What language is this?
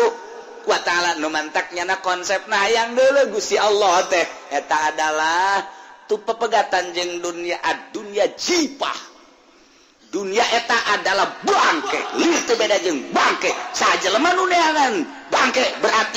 Sundanese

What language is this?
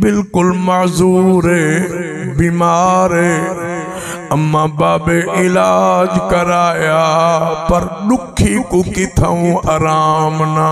Saraiki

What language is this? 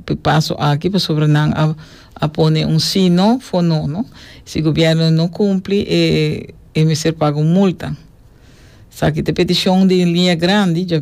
Papiamento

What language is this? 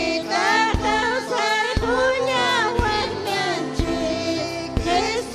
Ayacucho Quechua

